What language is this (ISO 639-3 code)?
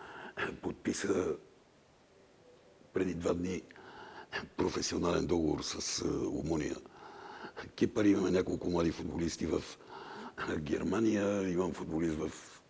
bul